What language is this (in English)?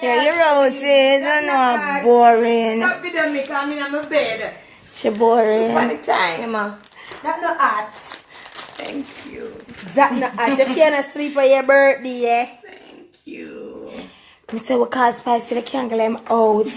Jamaican Creole English